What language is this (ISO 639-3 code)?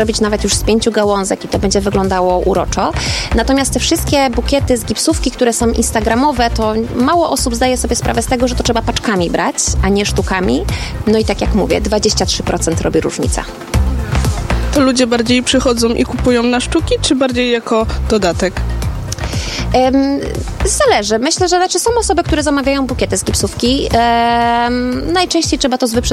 pol